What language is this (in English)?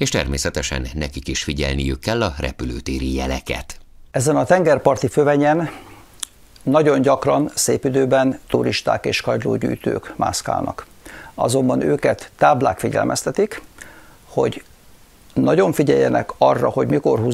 Hungarian